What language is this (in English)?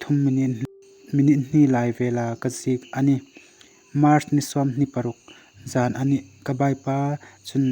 Hmar